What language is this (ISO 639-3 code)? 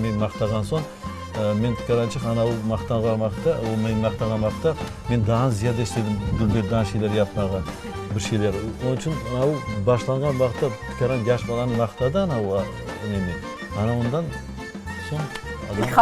crh